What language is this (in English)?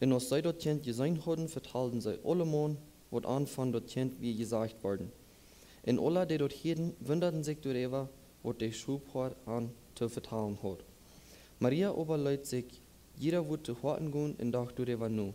Plautdietsch